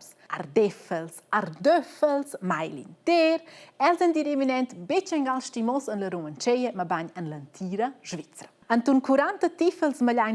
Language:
Romansh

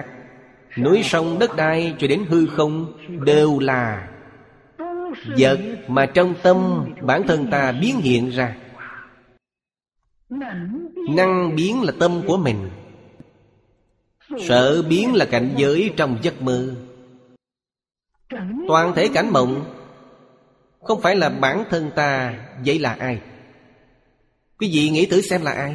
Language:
Vietnamese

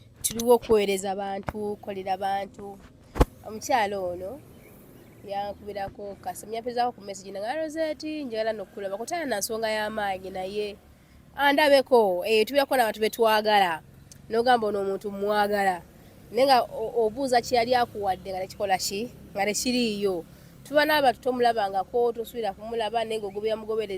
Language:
Ganda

